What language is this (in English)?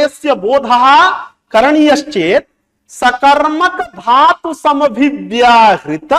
Sanskrit